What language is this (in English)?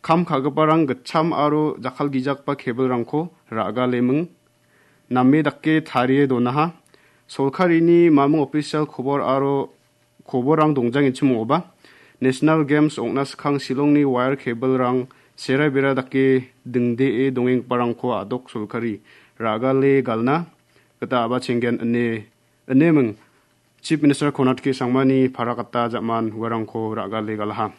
Garo